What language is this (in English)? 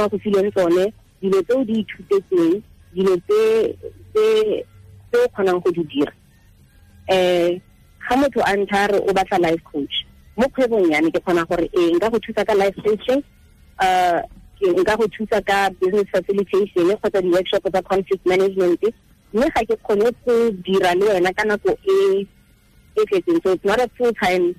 Tswana